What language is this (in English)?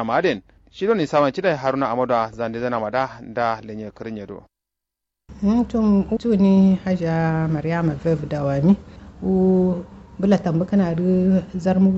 Kanuri